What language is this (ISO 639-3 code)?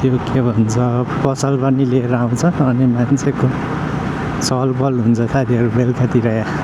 nep